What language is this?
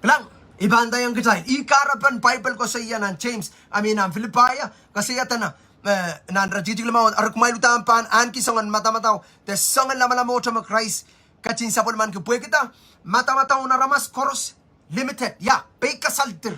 Pohnpeian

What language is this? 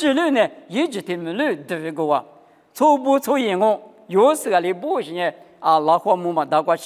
Lisu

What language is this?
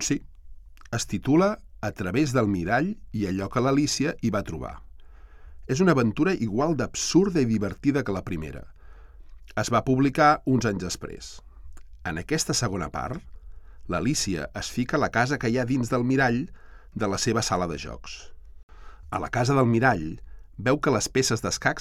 Catalan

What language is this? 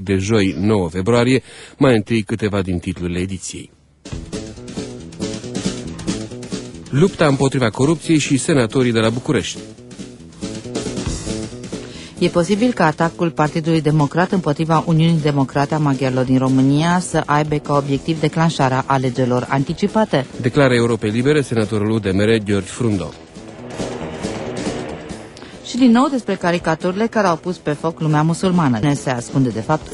Romanian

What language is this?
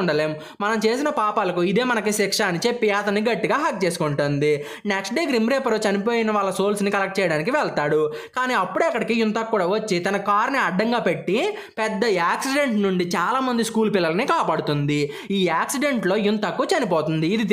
Telugu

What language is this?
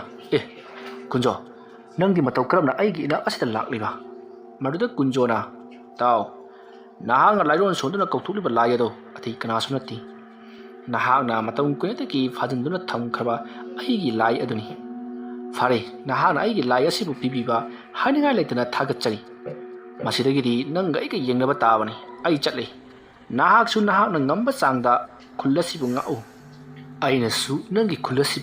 Manipuri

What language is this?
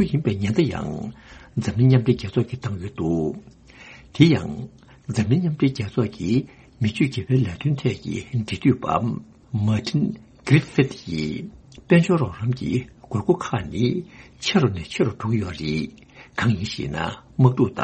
Tibetan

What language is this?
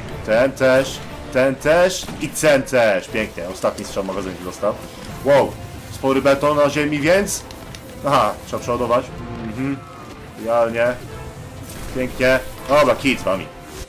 Polish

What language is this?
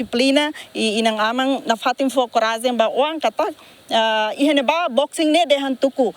Tetum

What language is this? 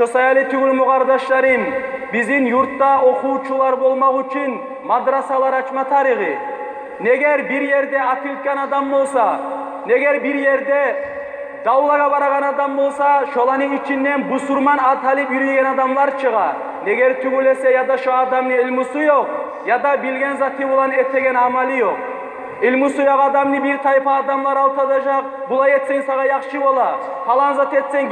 Kumyk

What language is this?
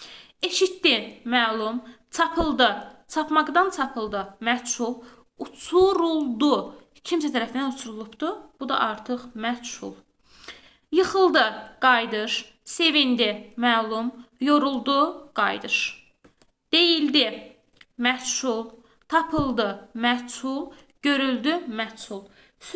Azerbaijani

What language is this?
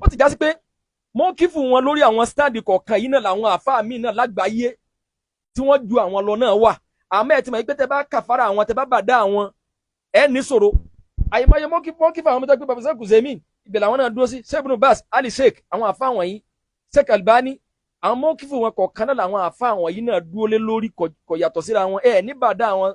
Yoruba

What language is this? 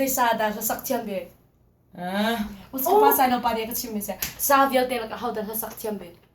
Hakha Chin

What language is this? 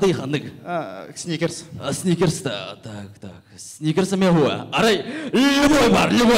Yakut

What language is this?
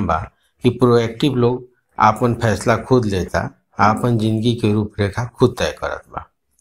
Bhojpuri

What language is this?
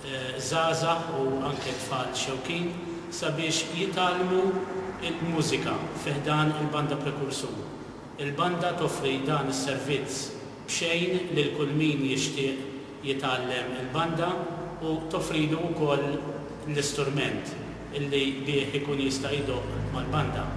Maltese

